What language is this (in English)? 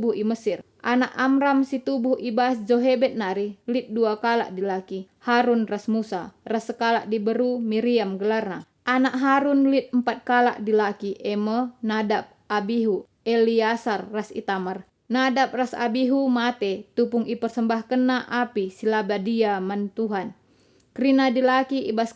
Batak Karo